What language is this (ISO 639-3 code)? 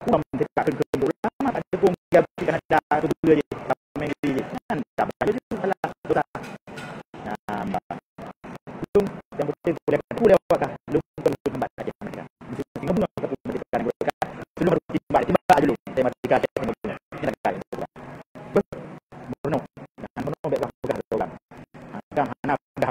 ace